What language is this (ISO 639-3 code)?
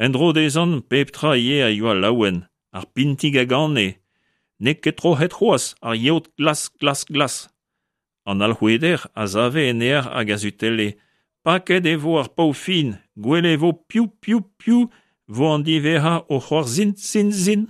bre